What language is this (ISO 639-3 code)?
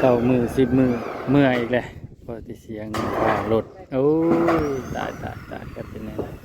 tts